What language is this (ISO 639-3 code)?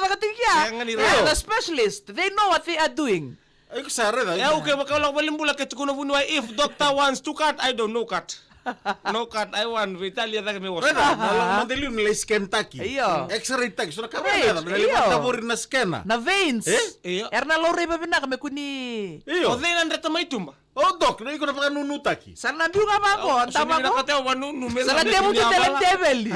fij